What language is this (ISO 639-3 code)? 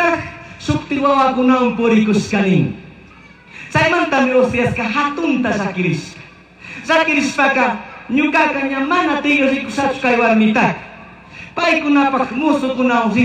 qug